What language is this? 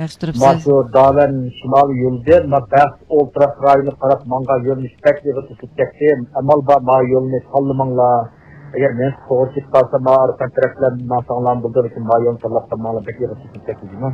Uyghur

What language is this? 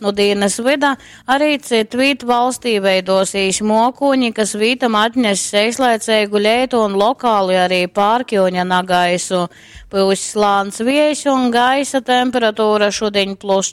Latgalian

